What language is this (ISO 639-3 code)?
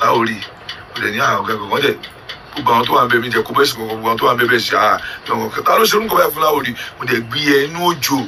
yor